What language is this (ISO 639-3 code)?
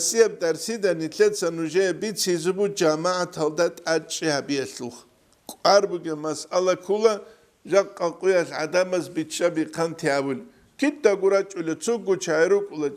ava